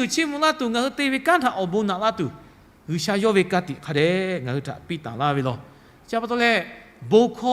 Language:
Lahu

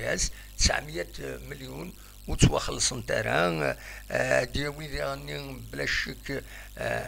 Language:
Kabyle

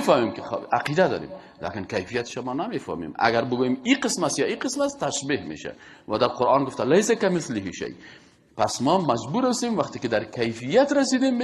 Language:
Persian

